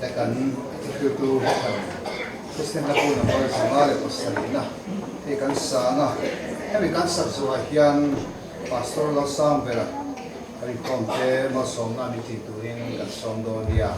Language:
Mizo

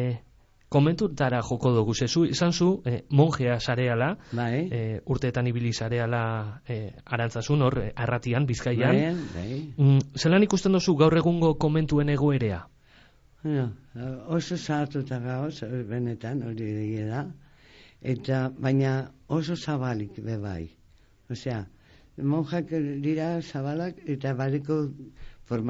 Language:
Basque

